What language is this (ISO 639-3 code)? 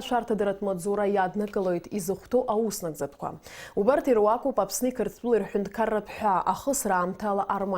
abk